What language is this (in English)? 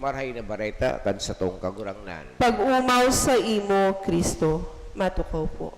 Bikol